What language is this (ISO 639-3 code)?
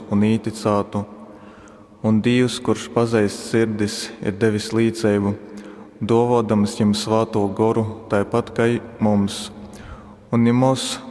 ltg